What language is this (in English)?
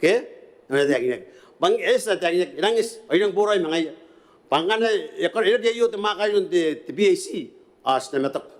Gilbertese